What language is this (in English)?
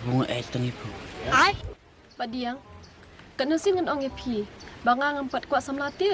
Khasi